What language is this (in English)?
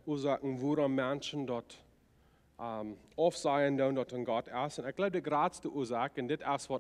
Plautdietsch